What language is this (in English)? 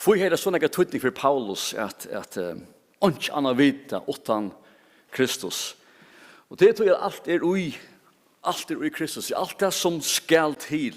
Faroese